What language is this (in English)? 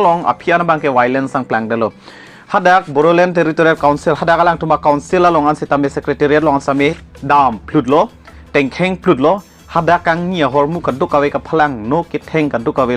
Karbi